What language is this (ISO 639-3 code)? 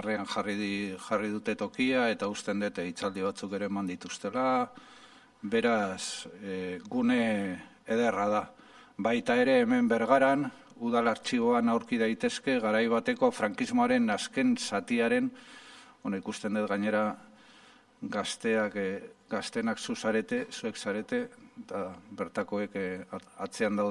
eus